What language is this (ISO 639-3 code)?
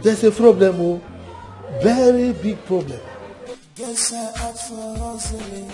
pcm